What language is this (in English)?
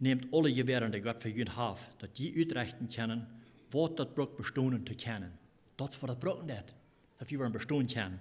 Plautdietsch